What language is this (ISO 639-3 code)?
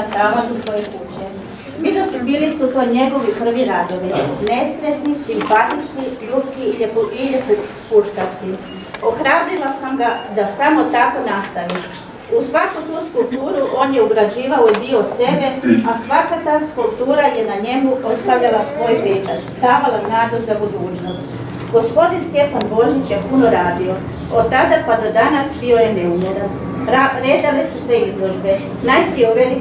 hrv